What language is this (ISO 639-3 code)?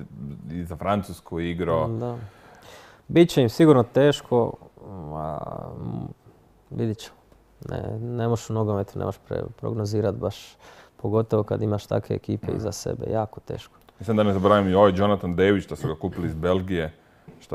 hrv